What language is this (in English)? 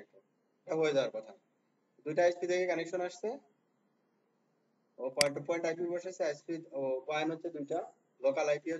Bangla